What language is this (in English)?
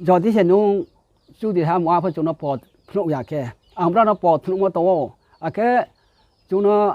Riang (India)